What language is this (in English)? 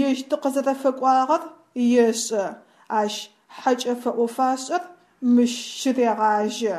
Adyghe